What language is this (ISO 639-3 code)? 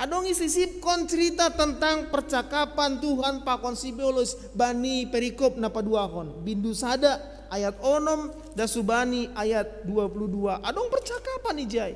bts